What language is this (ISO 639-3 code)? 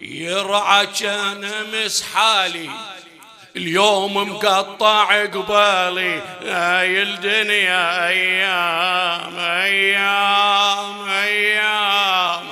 acm